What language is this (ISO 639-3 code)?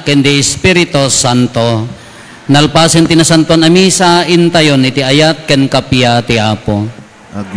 ilo